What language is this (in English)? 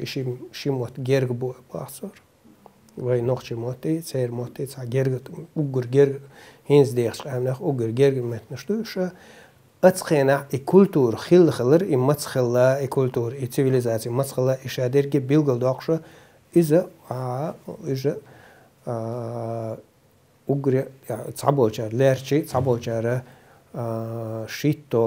Chechen